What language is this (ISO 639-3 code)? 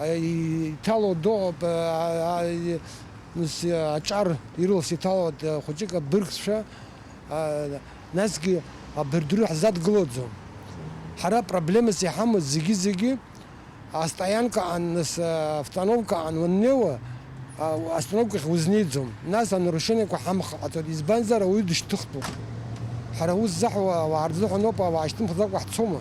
abk